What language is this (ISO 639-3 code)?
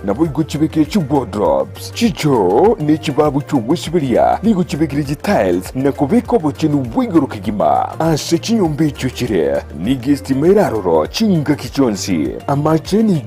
guz